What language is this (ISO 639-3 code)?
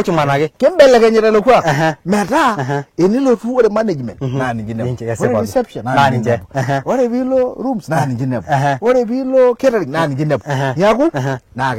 mas